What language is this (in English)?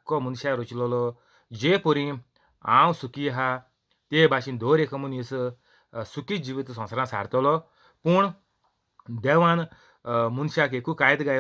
Konkani